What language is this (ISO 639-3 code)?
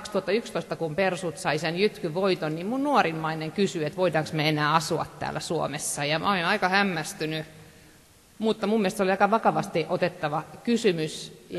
fin